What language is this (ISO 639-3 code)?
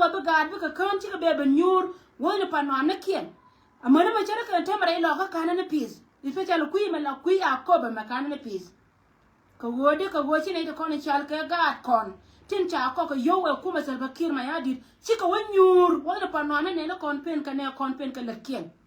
nus